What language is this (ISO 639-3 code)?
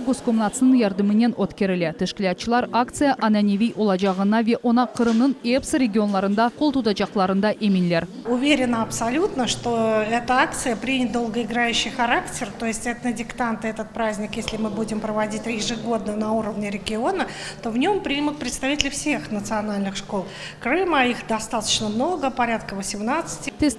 crh